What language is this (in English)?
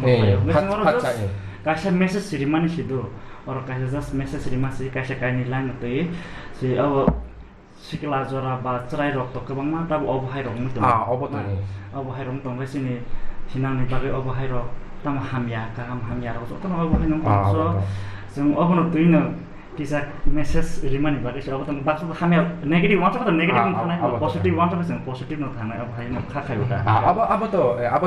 Kok Borok